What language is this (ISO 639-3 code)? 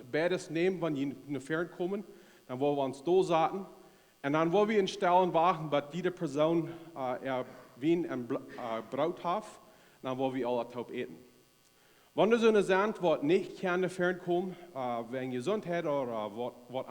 pdt